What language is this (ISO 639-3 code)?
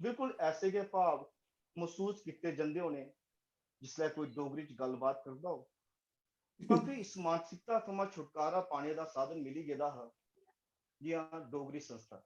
doi